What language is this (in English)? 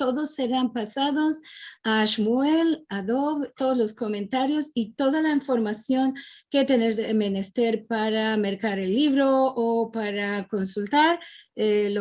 Ladino